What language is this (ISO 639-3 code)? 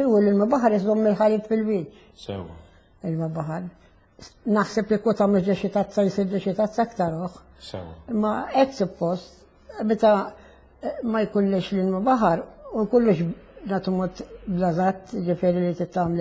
mlt